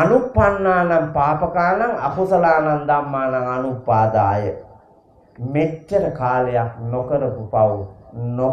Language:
Sinhala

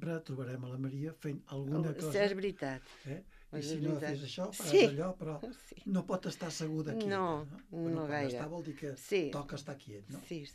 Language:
Catalan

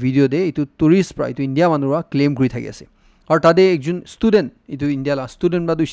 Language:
Naga Pidgin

